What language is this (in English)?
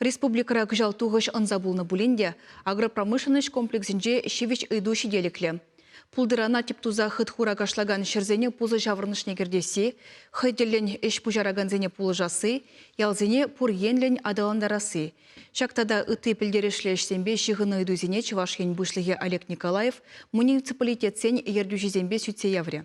Chuvash